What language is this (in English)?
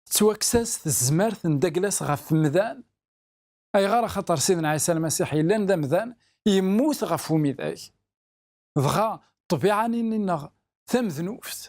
Kabyle